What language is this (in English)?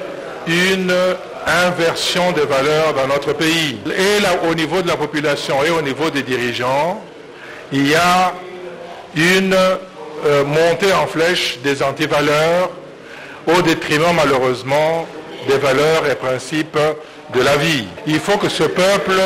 French